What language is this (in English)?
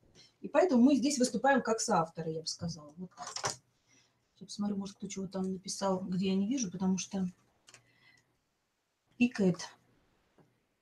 Russian